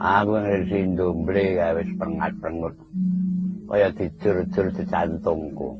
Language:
Javanese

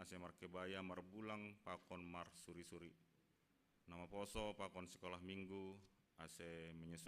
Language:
Batak Simalungun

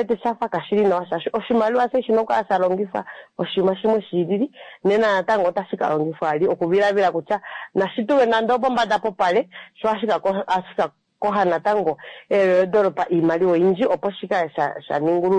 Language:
Kuanyama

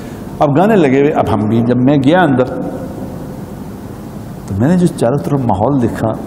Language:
Urdu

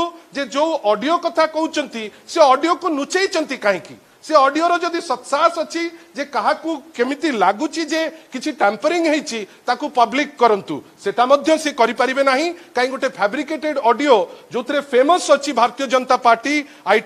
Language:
Odia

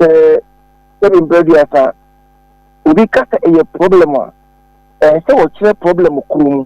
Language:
Akan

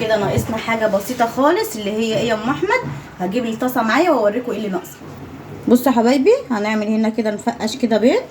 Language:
Egyptian Arabic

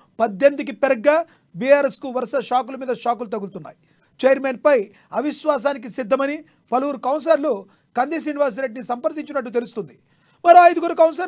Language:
Telugu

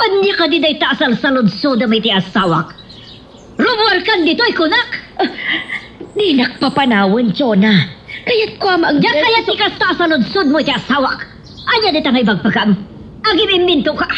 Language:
Iloko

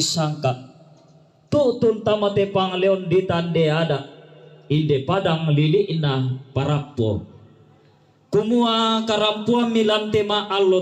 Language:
Toraja-Sa'dan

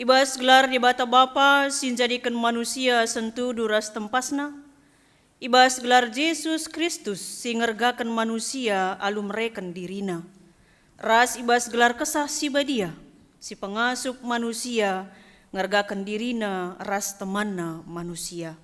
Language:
Batak Karo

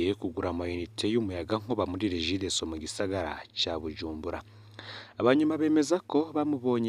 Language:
Rundi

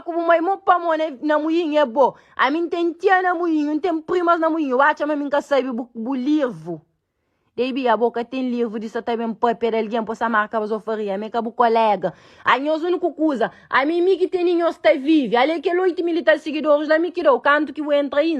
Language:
Kabuverdianu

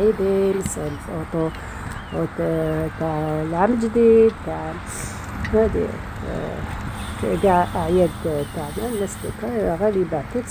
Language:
Algerian Arabic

